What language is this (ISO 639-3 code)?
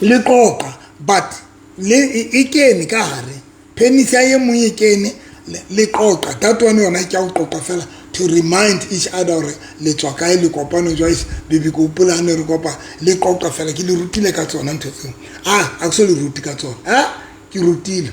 sot